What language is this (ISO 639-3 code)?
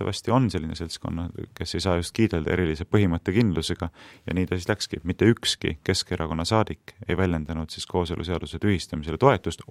est